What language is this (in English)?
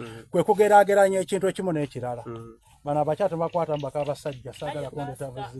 Soga